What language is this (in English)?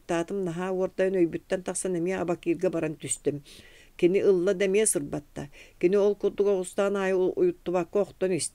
Yakut